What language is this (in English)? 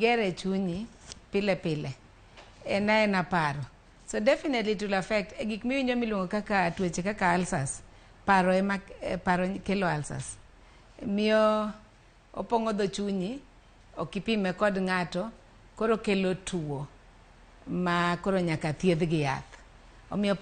Luo (Kenya and Tanzania)